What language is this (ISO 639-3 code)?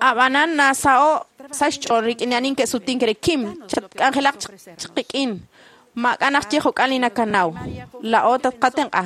kek